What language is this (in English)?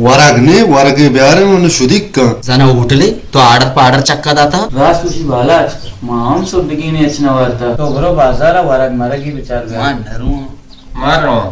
Baluchi